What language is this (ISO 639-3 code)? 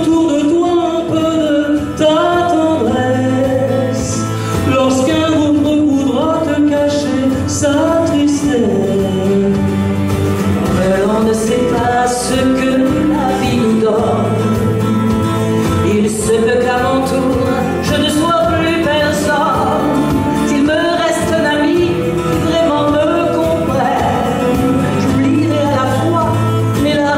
fra